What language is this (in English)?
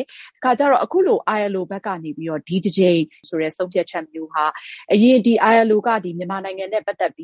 Burmese